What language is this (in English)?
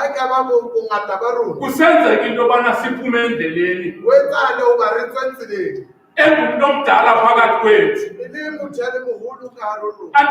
Southern Sotho